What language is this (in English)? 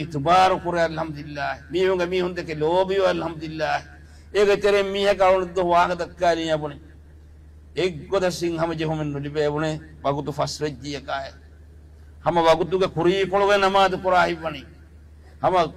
Divehi